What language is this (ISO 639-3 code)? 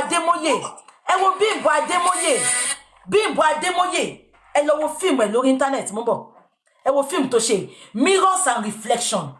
yor